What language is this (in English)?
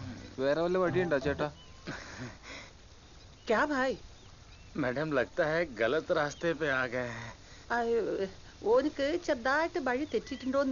Malayalam